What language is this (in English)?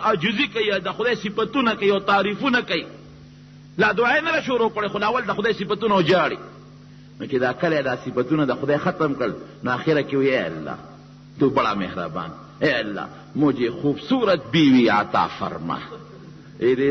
Pashto